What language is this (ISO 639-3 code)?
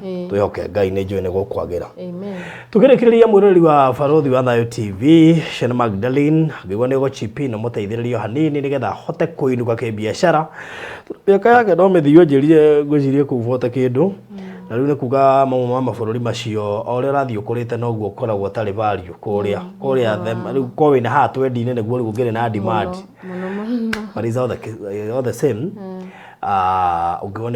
kik